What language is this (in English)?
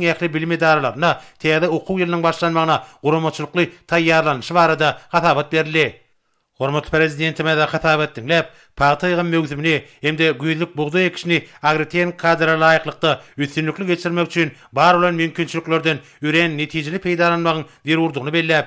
Turkmen